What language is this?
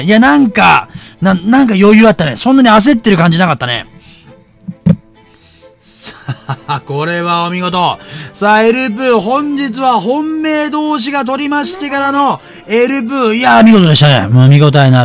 Japanese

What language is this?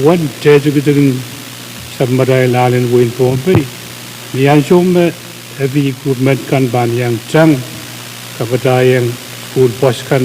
Pohnpeian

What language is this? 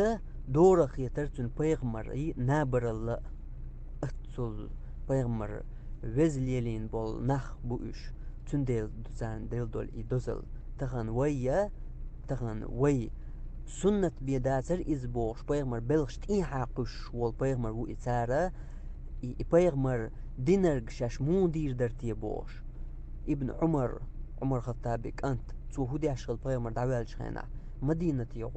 Chechen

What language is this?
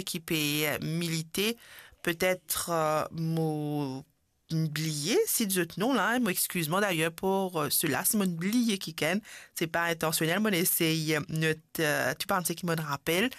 Morisyen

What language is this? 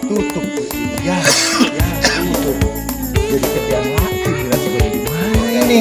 Betawi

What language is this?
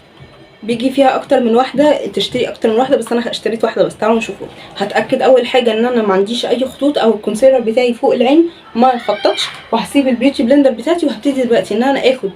Egyptian Arabic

